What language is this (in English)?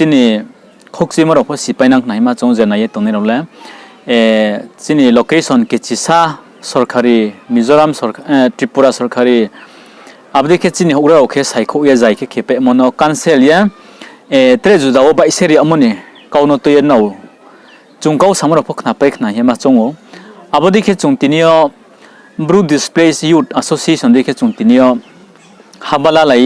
Riang (India)